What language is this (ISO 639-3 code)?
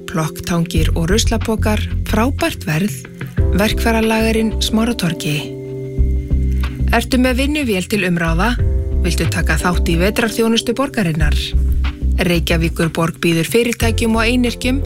isl